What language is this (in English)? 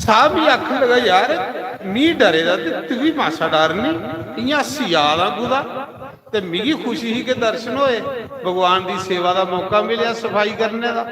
Dogri